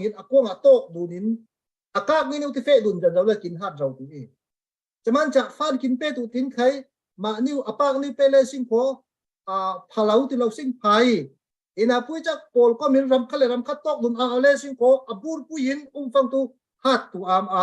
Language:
Falam Chin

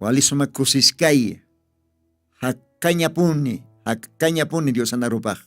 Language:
Aymara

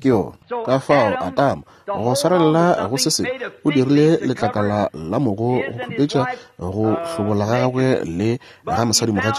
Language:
Northern Sotho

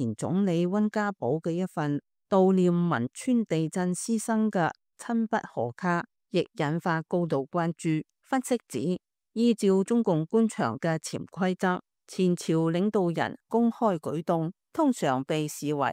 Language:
Cantonese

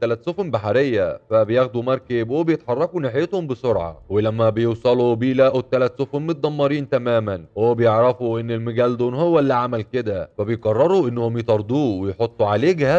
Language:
Egyptian Arabic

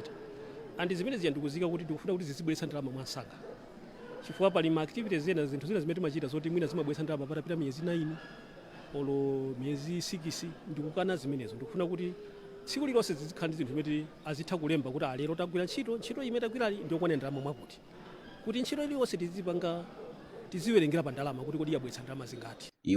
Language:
Nyanja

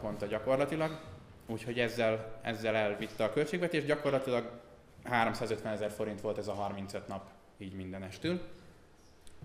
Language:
Hungarian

